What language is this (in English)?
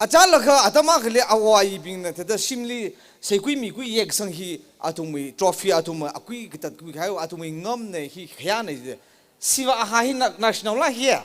Tangkhul Naga (India)